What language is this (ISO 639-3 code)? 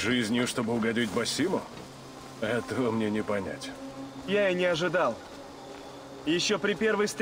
rus